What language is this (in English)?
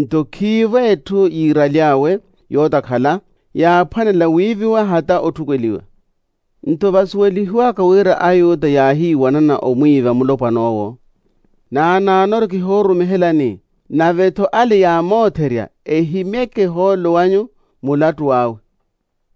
Makhuwa